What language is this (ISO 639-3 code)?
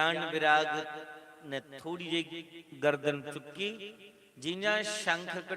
doi